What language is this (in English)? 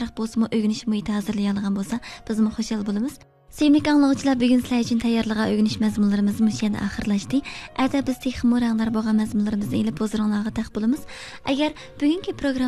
Uyghur